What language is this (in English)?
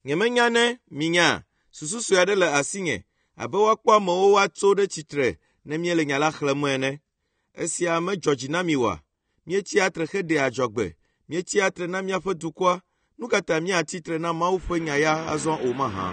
Ewe